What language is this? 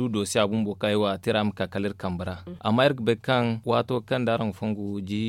Zarma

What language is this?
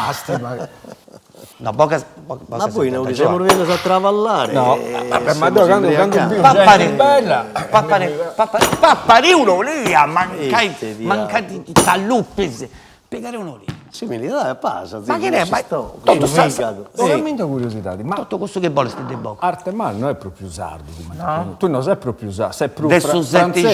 Sardinian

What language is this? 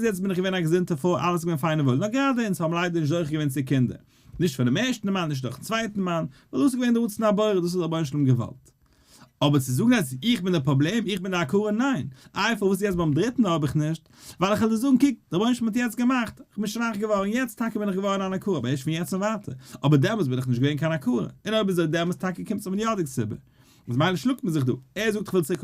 Yiddish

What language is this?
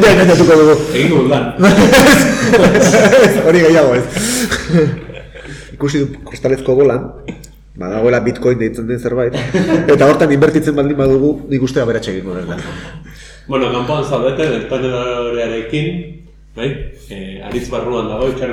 Basque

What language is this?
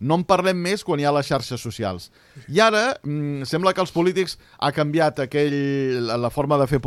Catalan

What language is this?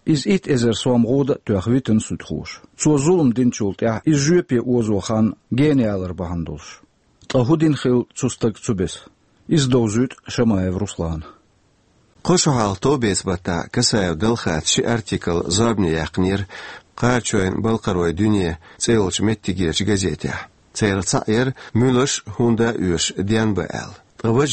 Chechen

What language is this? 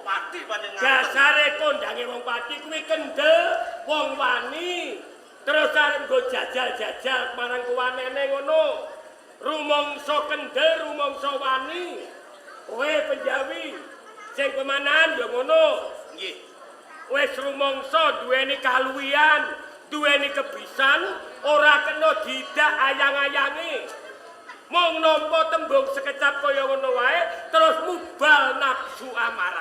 Javanese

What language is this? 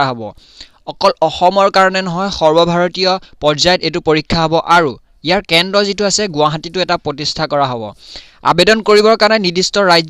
Assamese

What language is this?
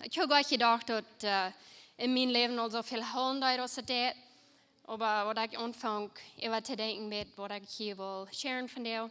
Plautdietsch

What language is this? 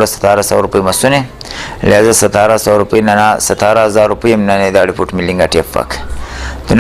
Brahui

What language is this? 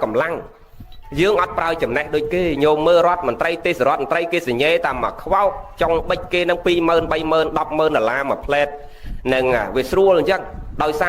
Khmer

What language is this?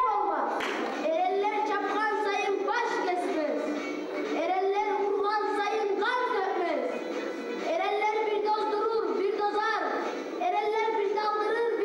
Kumyk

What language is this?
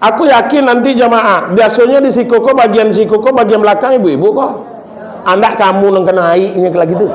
Minangkabau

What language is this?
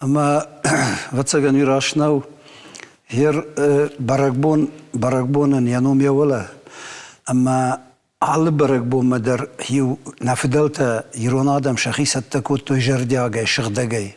Ossetic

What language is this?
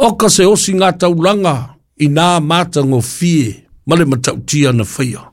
Samoan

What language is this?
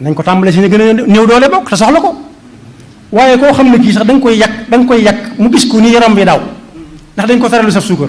Wolof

